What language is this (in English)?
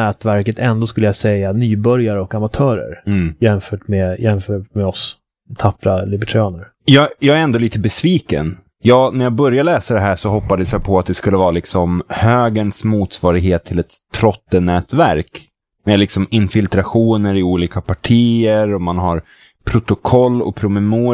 Swedish